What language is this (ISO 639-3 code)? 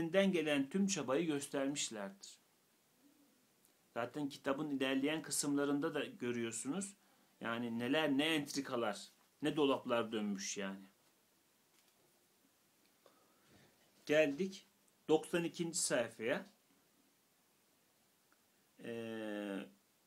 tur